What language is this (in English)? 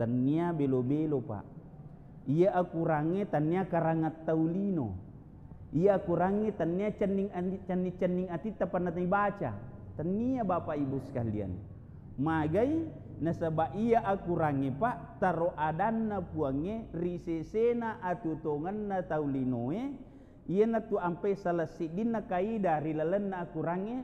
Buginese